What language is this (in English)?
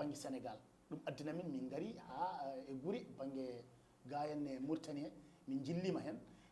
Fula